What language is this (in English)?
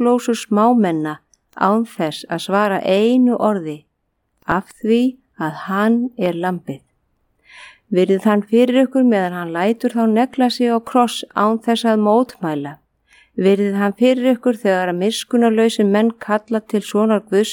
Icelandic